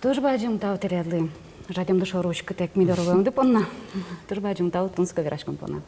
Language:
Udmurt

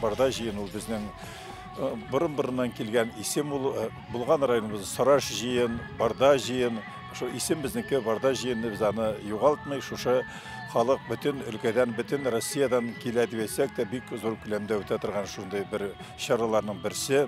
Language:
Bashkir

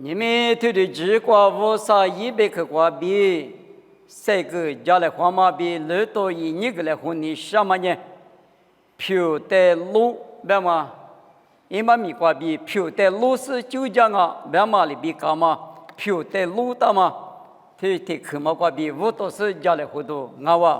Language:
Lisu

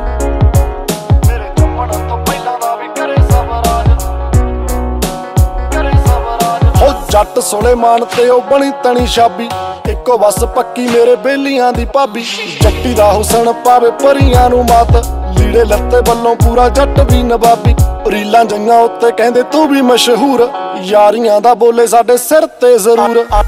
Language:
Punjabi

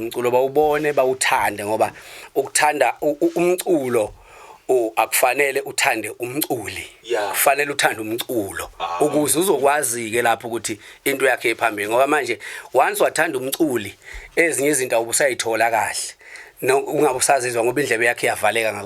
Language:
Zulu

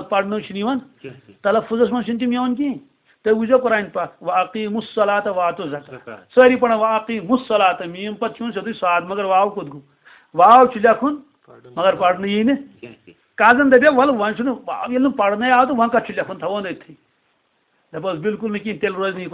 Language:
Kashmiri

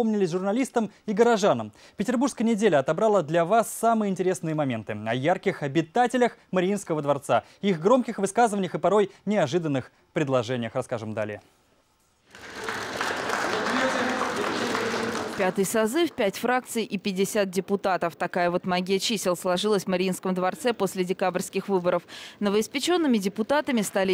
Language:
Russian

